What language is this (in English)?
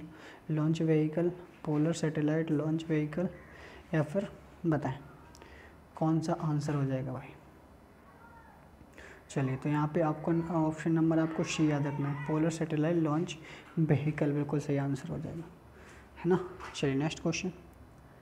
Hindi